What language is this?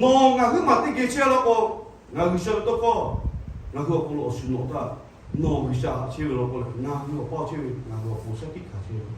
Lahu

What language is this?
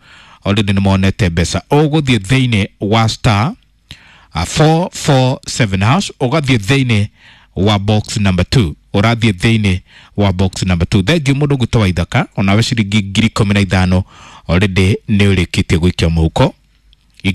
Kikuyu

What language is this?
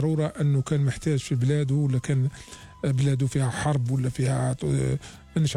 Algerian Arabic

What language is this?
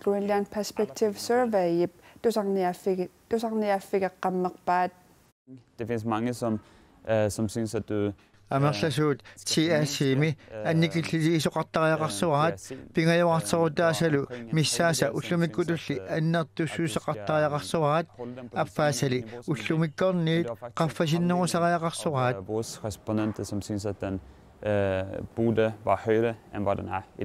Kalaallisut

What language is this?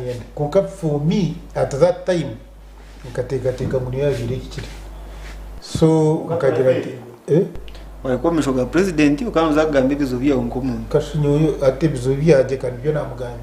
Nyankole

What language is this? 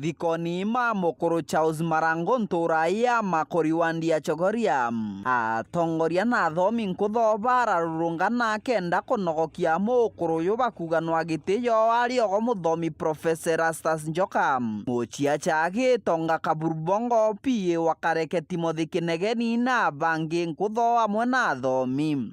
Meru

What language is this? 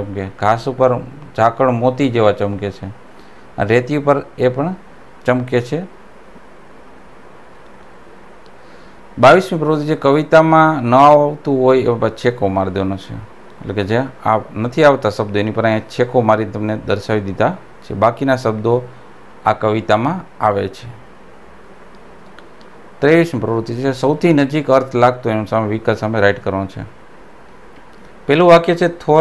Gujarati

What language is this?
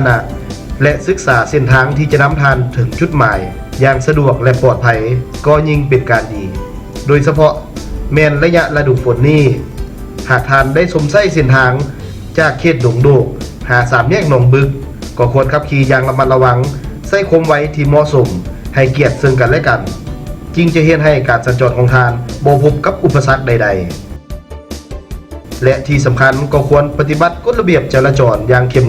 Lao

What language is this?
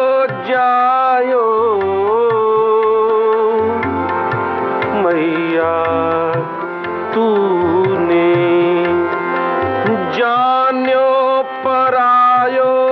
Hindi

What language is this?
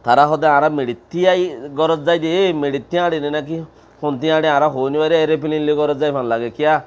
Rohingya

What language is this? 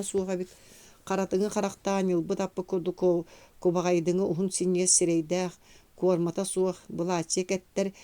Yakut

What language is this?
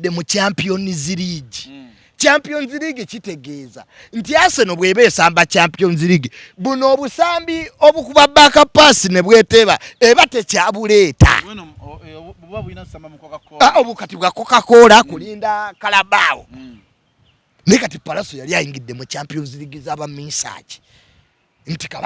Ganda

